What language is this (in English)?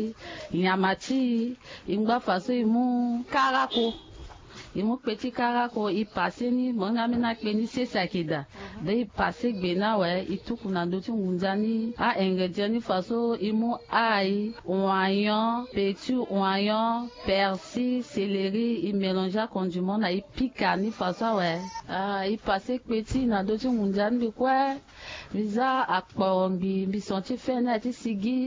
Sango